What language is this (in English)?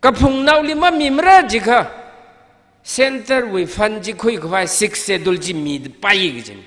Tangkhul Naga (India)